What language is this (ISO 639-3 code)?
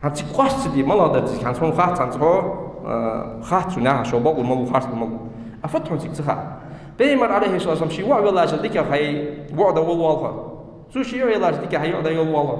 inh